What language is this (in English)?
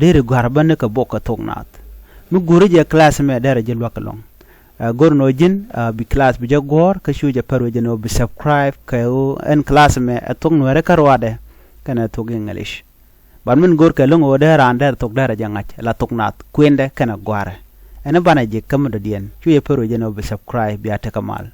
Nuer